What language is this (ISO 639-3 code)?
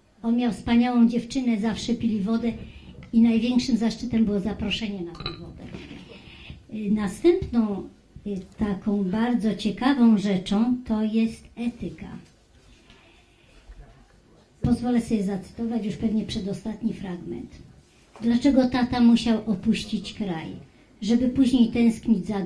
pol